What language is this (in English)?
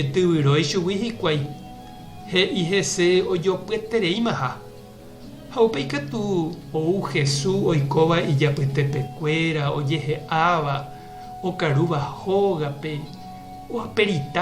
Guarani